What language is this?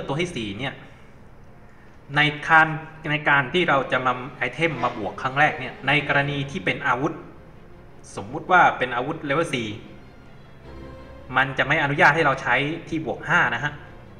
Thai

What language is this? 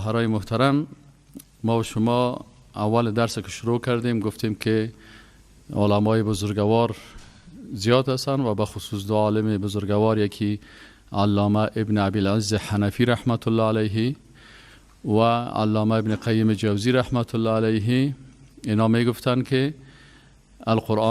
Persian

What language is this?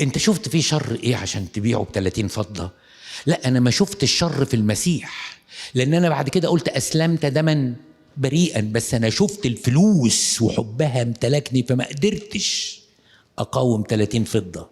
Egyptian Arabic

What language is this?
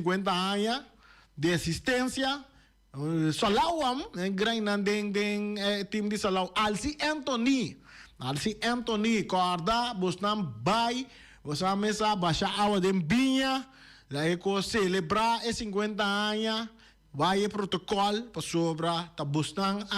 Papiamento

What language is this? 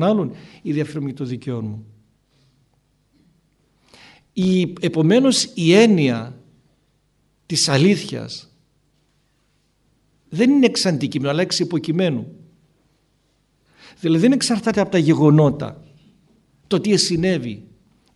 Greek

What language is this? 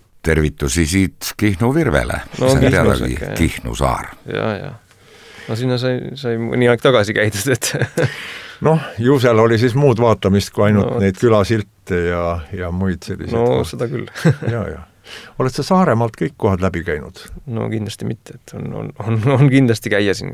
Estonian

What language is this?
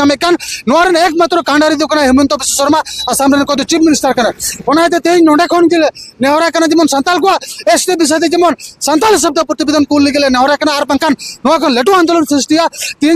Santali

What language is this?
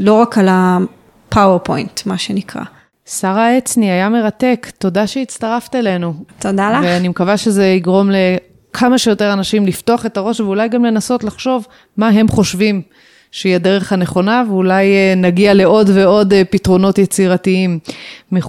Hebrew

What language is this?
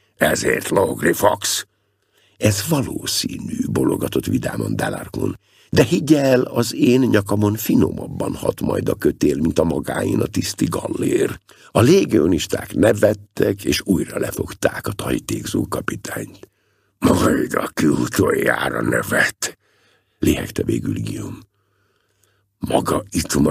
Hungarian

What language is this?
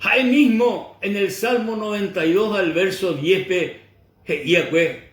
Guarani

